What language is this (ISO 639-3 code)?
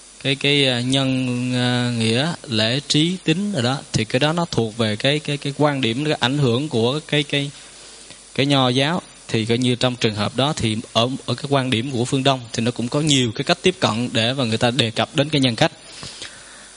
vie